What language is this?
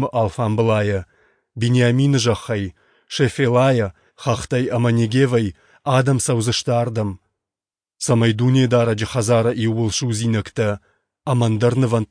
Ossetic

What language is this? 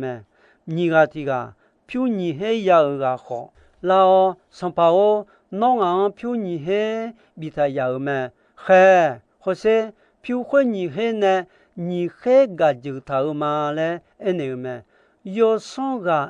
Akha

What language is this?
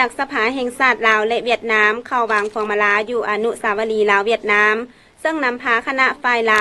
Lao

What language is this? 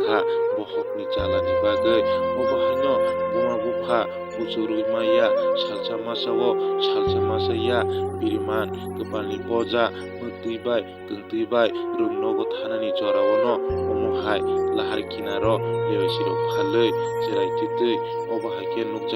Kok Borok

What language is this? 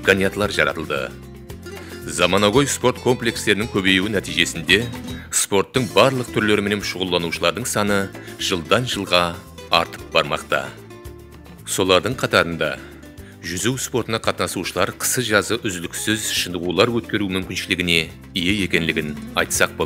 Kara-Kalpak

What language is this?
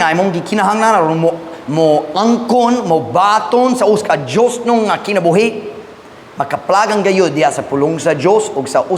Cebuano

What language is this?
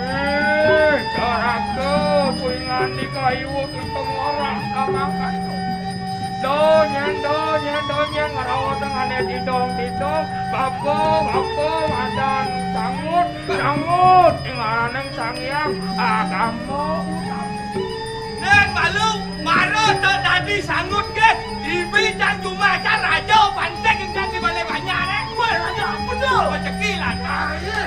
Balinese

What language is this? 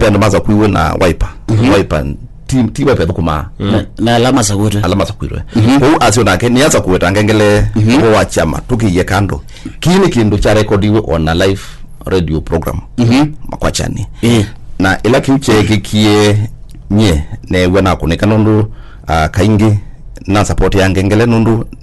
Kamba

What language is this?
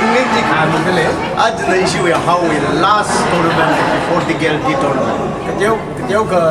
Tangkhul Naga (India)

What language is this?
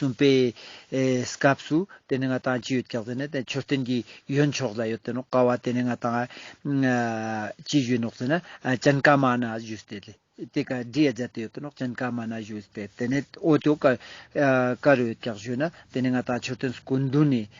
Ladakhi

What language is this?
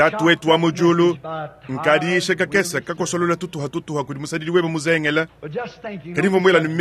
Luba-Lulua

